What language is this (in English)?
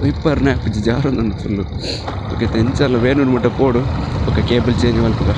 Tulu